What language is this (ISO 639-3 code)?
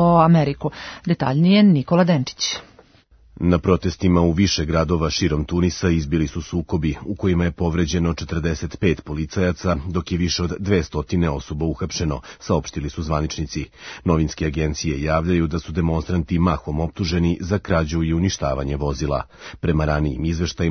srp